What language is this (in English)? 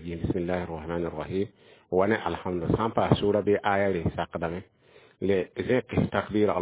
Mossi